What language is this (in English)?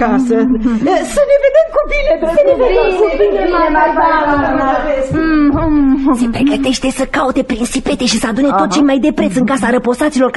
Romanian